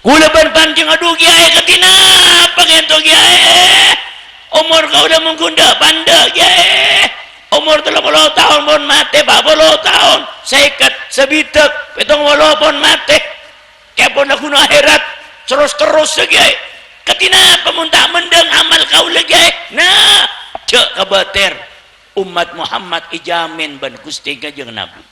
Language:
Madurese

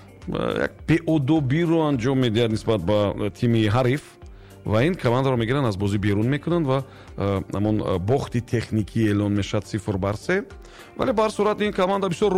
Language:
Tajik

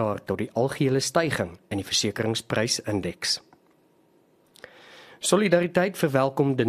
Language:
Afrikaans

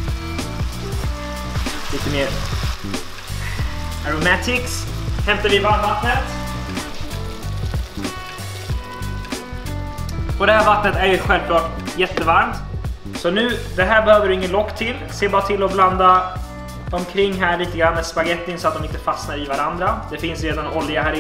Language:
Swedish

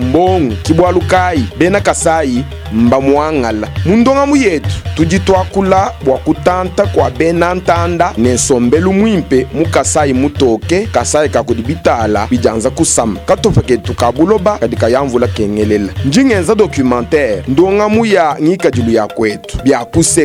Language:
Luba-Lulua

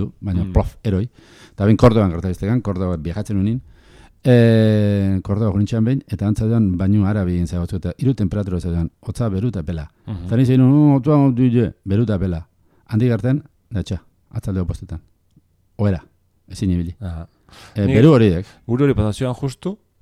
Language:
Basque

